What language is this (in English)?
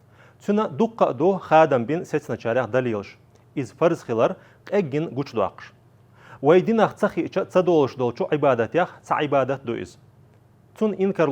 Chechen